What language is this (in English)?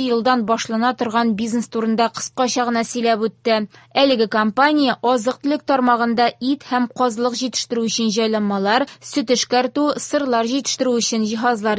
Tatar